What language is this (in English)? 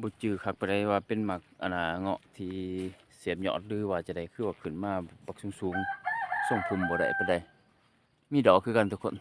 Lao